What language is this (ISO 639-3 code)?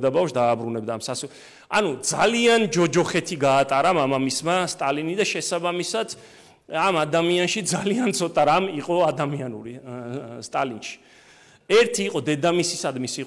kat